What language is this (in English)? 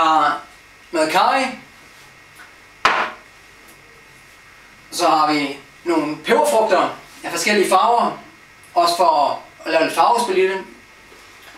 Danish